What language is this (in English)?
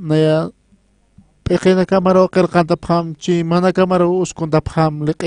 Aymara